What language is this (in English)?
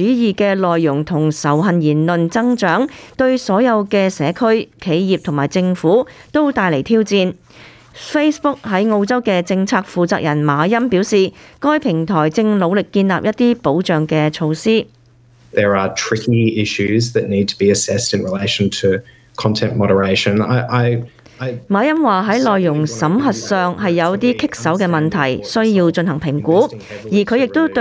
Cantonese